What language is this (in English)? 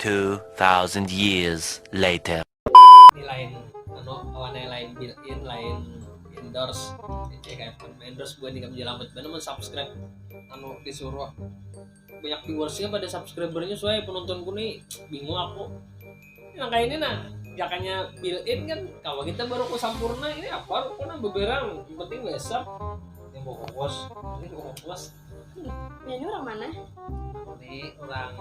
Banjar